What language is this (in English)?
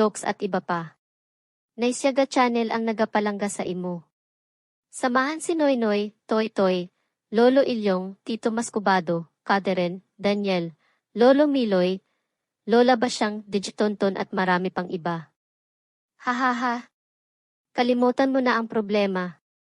Hiligaynon